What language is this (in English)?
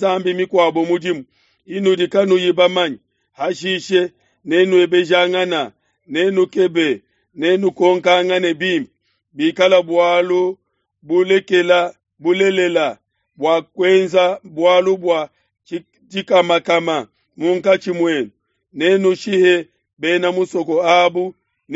Luba-Lulua